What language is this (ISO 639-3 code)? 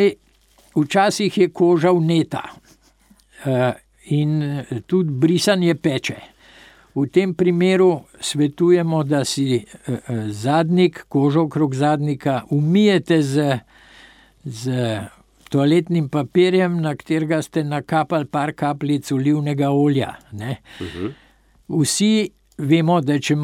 slv